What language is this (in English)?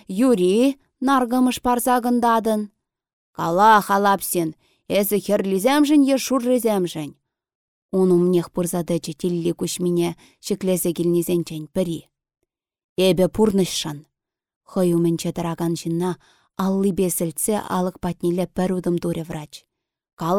Chuvash